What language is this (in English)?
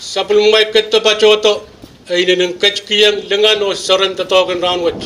Pohnpeian